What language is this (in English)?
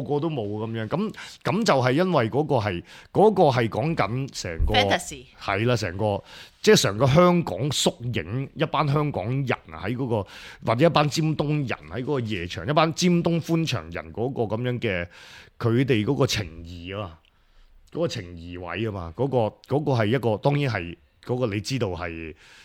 Cantonese